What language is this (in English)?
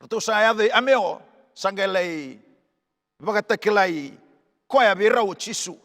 Fijian